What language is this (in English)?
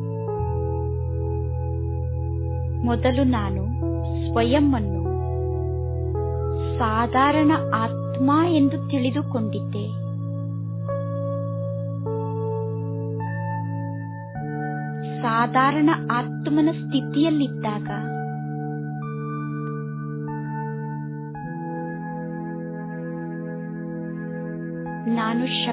Kannada